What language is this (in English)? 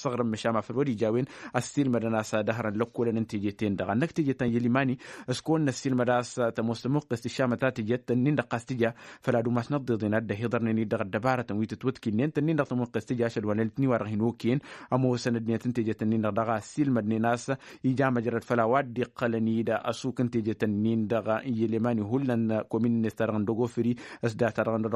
Tamasheq